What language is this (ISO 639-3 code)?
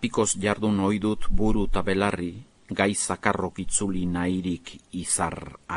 eus